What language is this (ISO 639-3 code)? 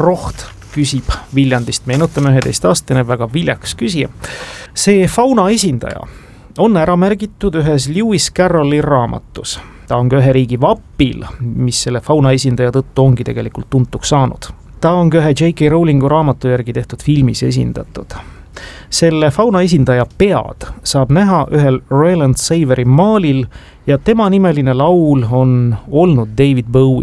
est